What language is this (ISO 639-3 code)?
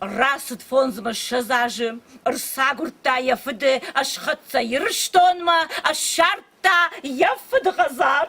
oss